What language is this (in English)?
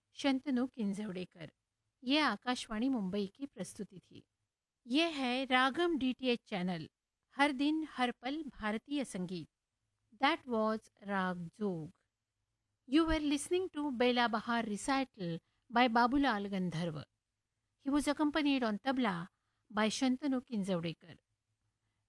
Hindi